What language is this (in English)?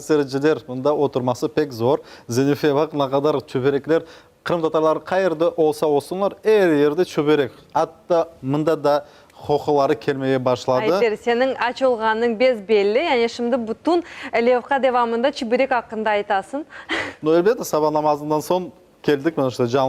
Crimean Tatar